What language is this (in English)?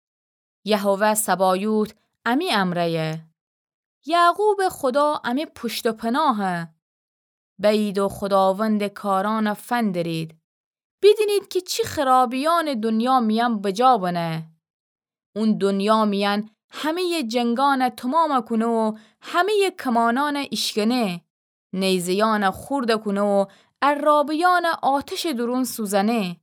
Gilaki